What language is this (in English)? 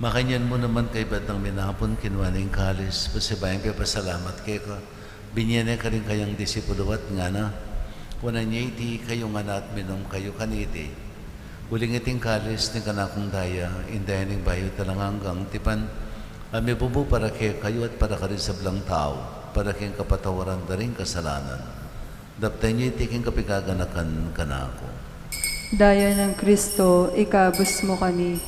Pampanga